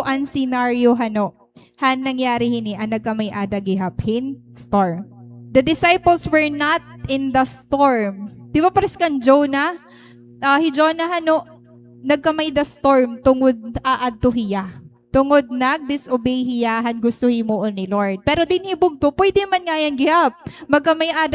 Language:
Waray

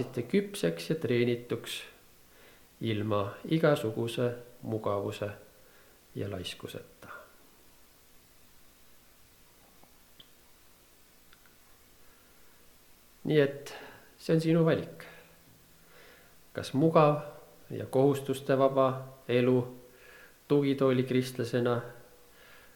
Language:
Estonian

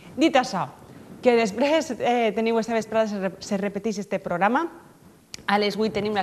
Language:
Catalan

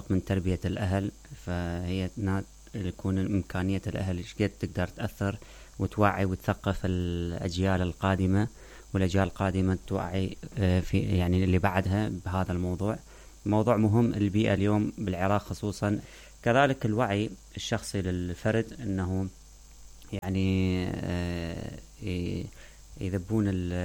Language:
Mesopotamian Arabic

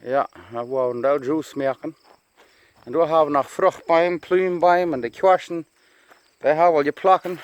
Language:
Plautdietsch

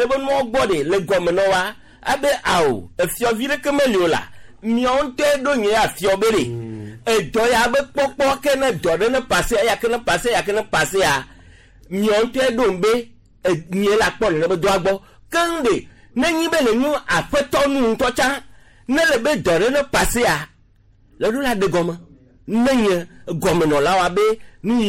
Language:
Gen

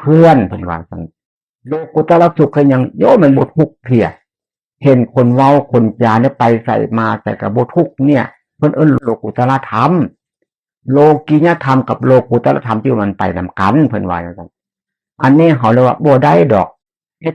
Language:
Northeastern Thai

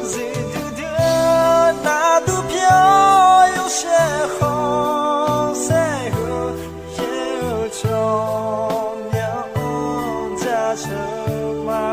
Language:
Akha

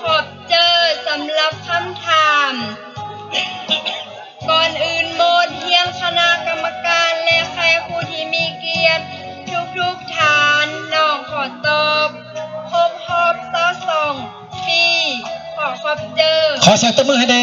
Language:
Lao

